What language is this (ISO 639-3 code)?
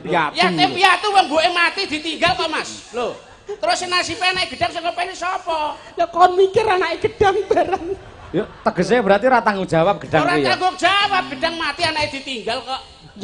jav